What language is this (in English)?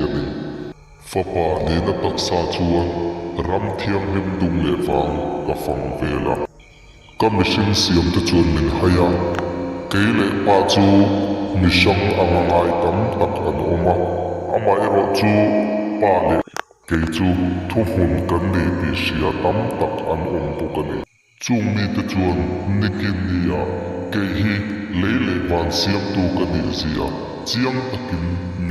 Mizo